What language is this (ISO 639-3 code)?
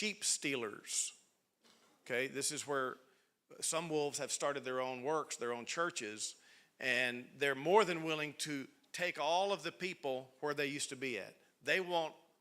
eng